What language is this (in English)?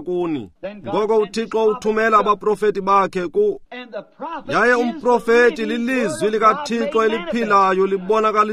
Xhosa